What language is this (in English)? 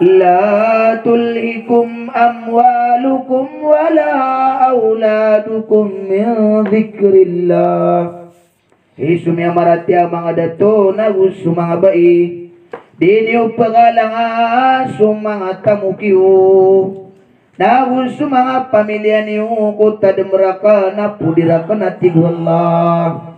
Maranao